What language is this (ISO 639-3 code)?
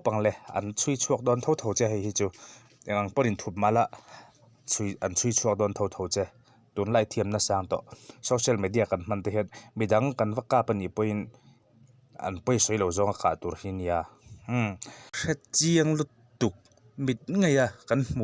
lus